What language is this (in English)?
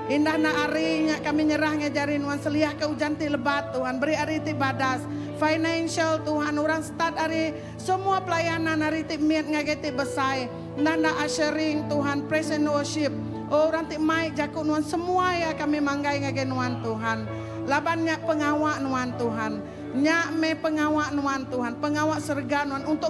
Iban